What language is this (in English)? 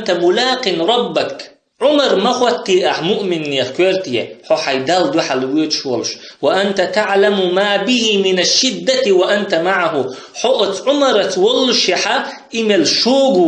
Chechen